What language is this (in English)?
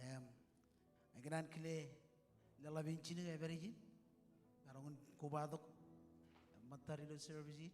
Marshallese